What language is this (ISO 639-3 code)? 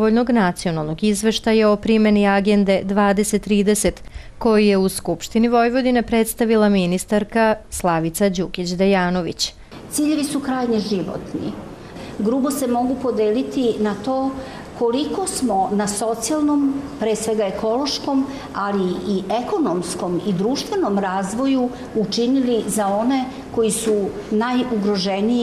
srp